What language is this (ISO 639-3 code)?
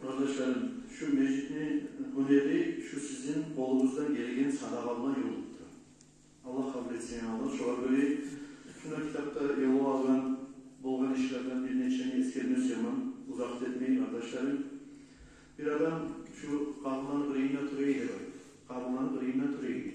kum